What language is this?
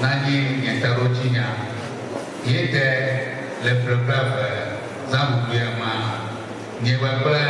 Ewe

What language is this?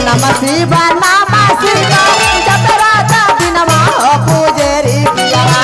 Magahi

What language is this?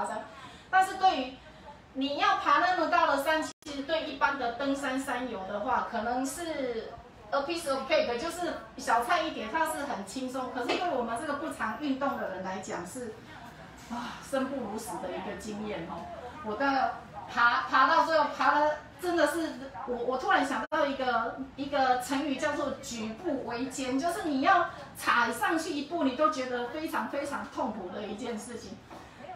Chinese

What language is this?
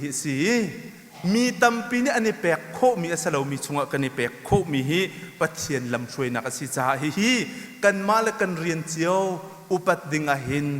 Hakha Chin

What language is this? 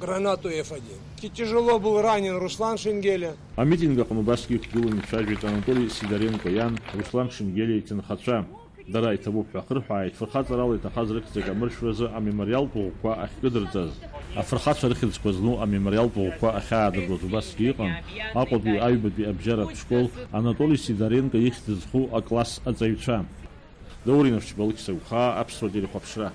Abkhazian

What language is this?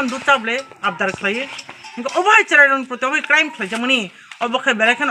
Kok Borok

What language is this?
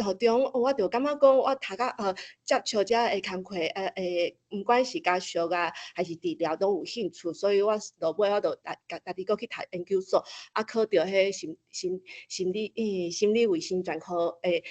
Min Nan Chinese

